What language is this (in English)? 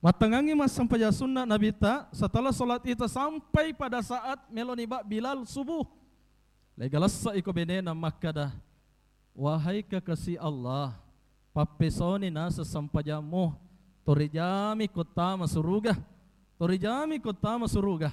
Buginese